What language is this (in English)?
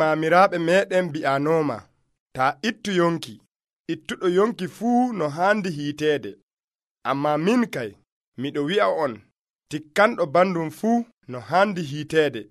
Nigerian Fulfulde